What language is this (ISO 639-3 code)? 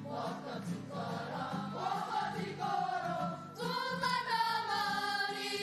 mri